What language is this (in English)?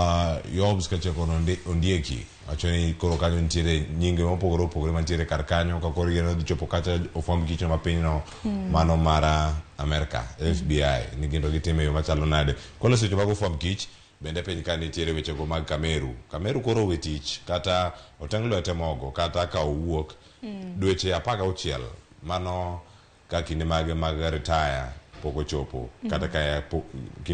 Luo (Kenya and Tanzania)